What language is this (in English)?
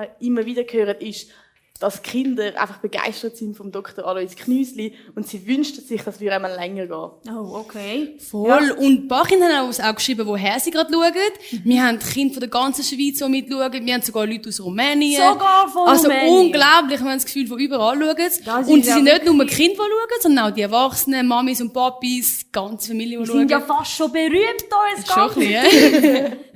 Swiss German